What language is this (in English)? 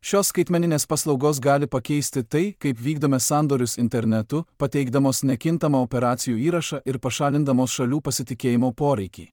Lithuanian